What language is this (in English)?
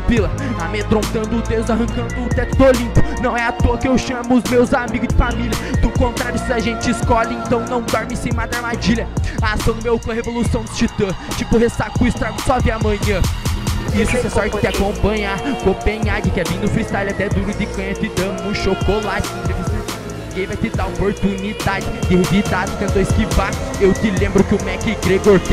Portuguese